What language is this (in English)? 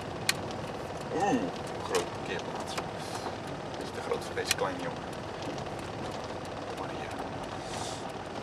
Dutch